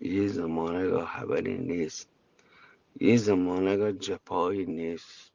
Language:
Eastern Balochi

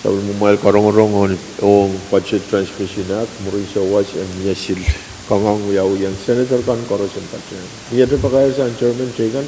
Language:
Pohnpeian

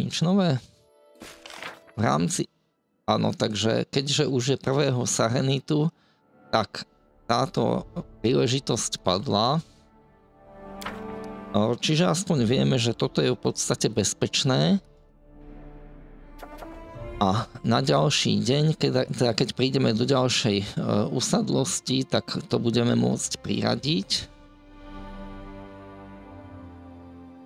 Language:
Slovak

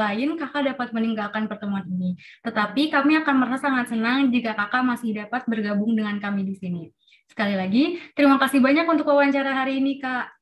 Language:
Indonesian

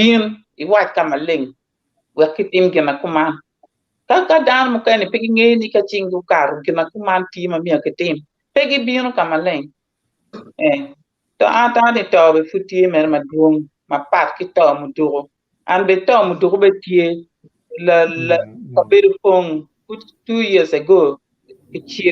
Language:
Acoli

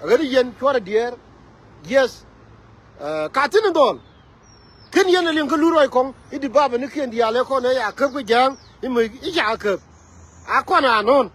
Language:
Nuer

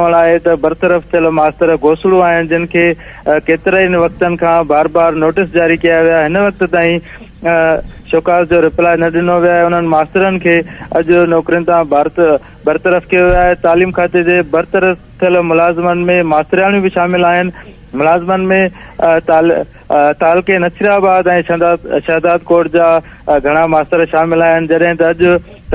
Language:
Sindhi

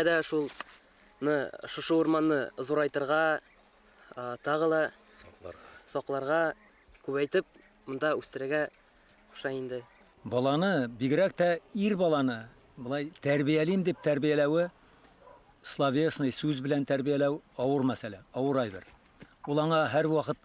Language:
Bashkir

